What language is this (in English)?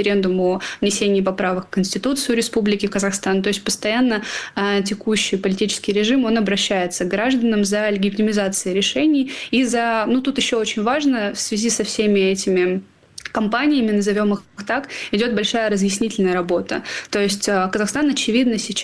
Russian